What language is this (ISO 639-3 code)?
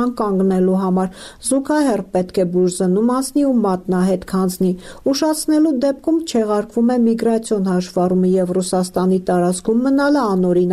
hye